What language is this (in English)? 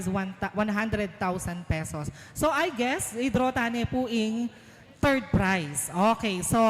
Pampanga